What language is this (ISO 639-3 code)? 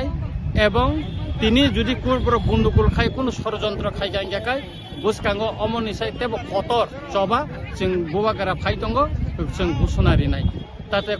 trp